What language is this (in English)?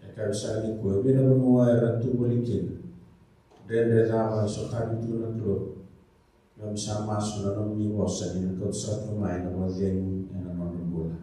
Fijian